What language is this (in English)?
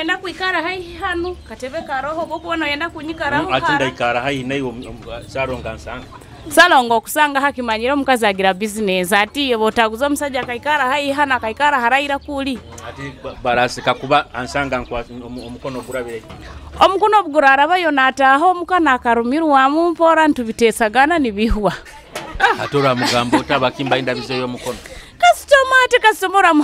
Nyoro